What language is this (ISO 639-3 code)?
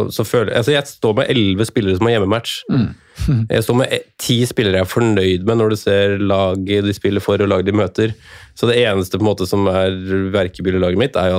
nor